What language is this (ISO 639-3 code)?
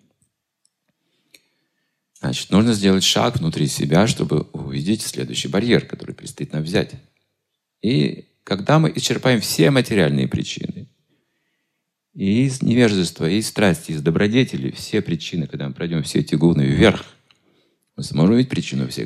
rus